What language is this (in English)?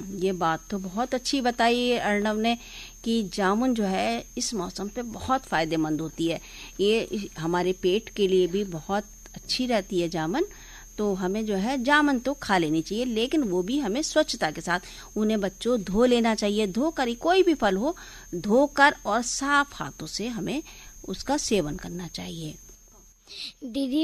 Hindi